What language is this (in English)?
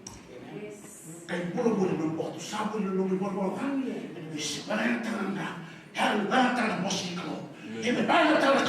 Fijian